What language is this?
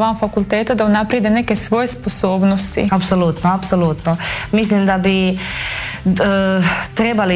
Croatian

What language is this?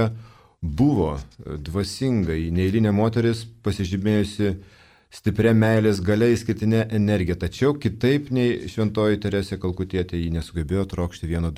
Lithuanian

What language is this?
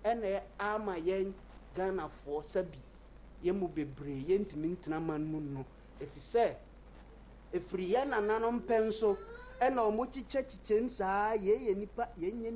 Akan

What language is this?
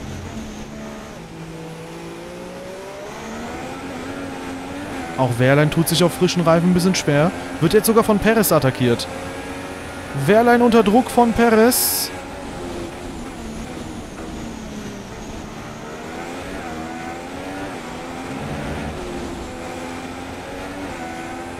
German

